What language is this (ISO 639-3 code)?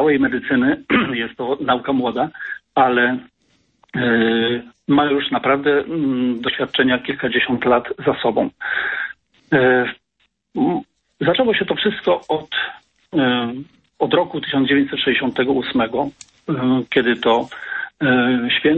pol